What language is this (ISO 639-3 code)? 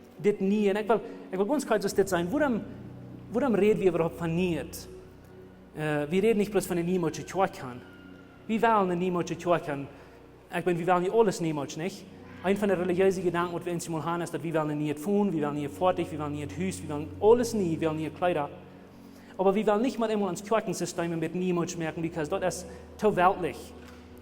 pdt